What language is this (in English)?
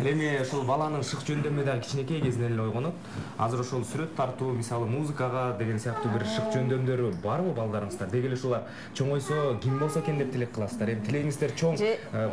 Kyrgyz